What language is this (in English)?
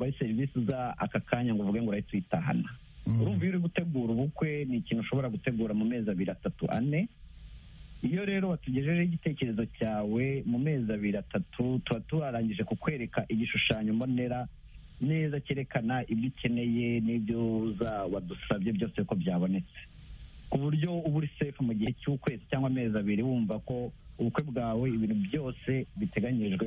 Kinyarwanda